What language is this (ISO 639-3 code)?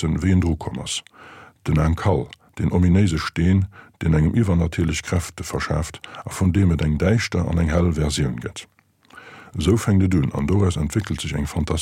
ltz